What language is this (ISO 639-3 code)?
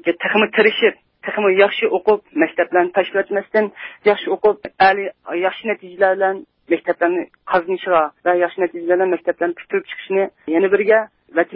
uig